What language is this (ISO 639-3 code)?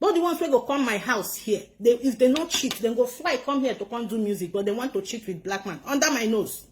pcm